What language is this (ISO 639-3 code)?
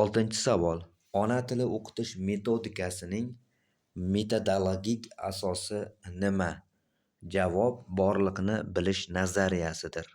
uzb